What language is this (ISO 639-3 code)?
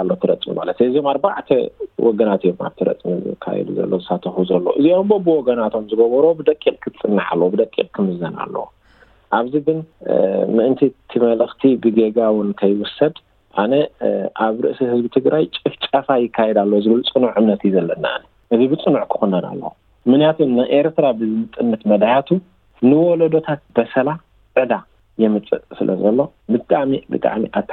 tir